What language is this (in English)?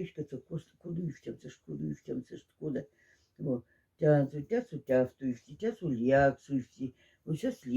Moksha